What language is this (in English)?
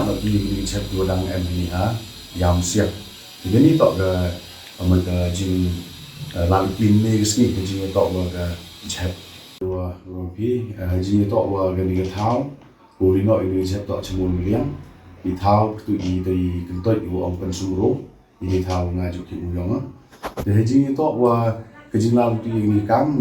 Pnar